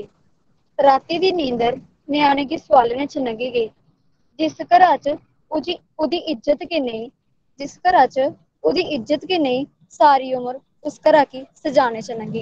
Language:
Dogri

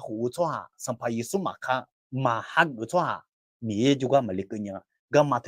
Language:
Akha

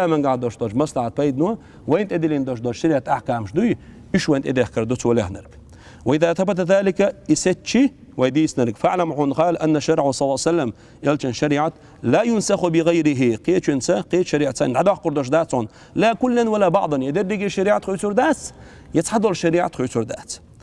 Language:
Chechen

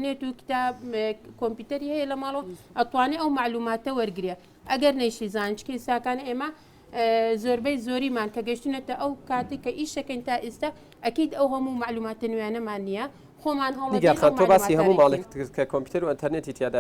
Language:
Central Kurdish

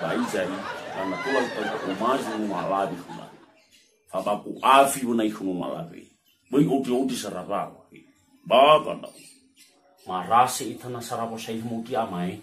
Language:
Nias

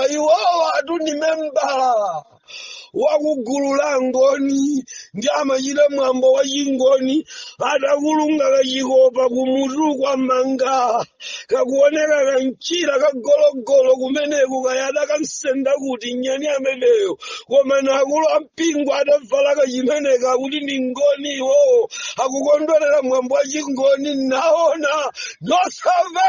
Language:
Nyanja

